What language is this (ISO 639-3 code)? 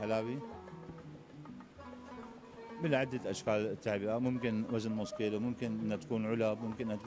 apc